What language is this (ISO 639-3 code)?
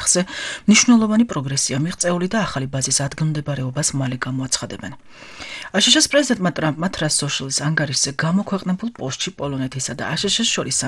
kat